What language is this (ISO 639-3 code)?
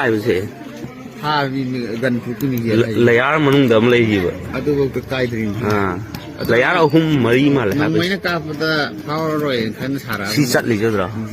mni